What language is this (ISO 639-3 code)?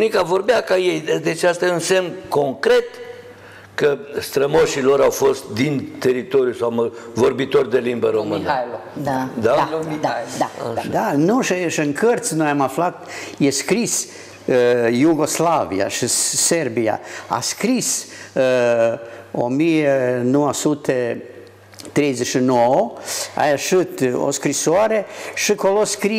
ron